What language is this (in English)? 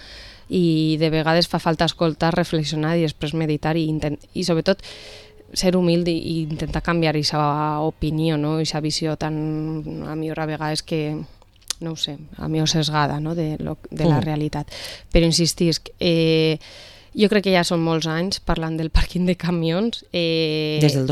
Catalan